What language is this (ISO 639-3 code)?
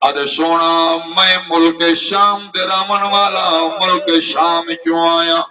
skr